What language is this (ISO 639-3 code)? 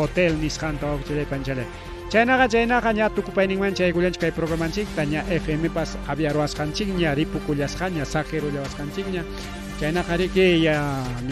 quy